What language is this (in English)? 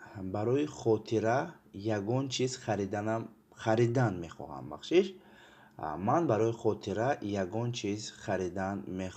Tajik